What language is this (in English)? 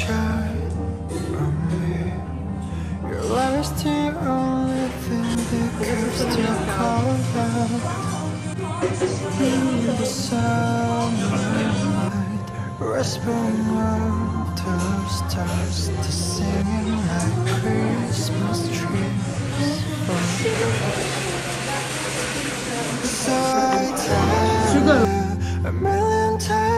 English